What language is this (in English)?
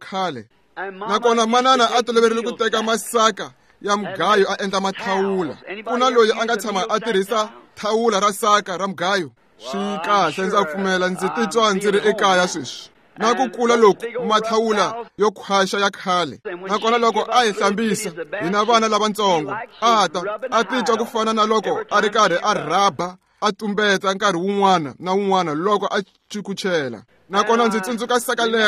Tsonga